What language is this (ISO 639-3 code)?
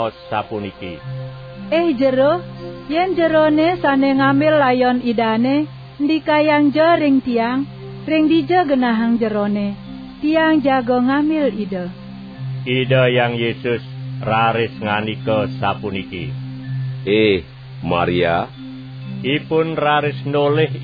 ban